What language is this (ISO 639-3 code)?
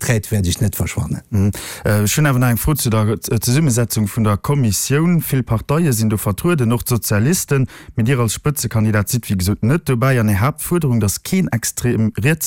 ltz